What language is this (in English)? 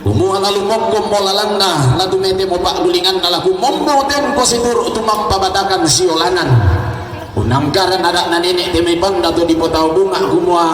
Toraja-Sa'dan